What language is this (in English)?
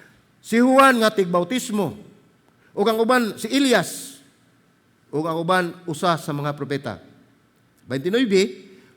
Cebuano